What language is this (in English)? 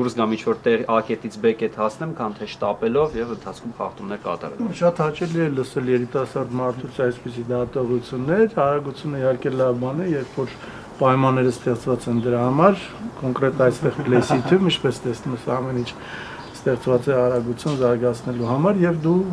Armenian